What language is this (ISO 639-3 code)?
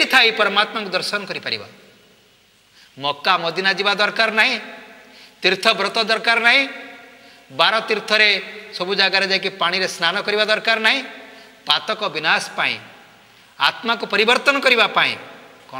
ori